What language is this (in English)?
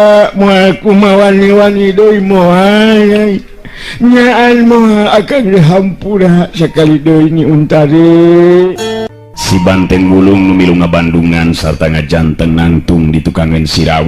Sundanese